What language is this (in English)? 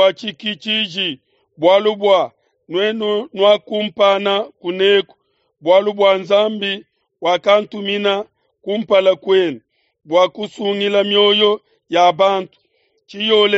Luba-Lulua